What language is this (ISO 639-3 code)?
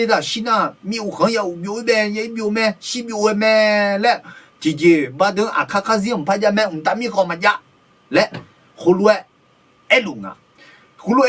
ahk